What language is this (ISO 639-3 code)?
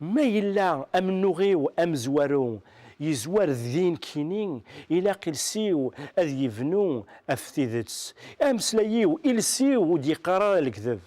kab